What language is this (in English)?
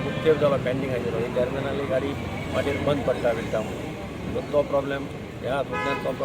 Konkani